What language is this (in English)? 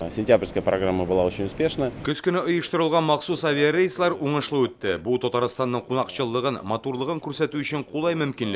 Tatar